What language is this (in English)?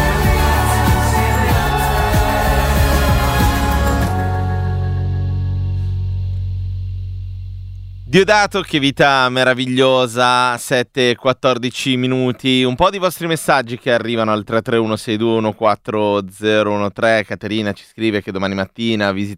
Italian